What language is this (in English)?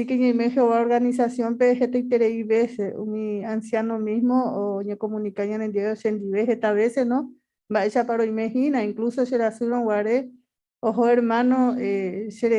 Guarani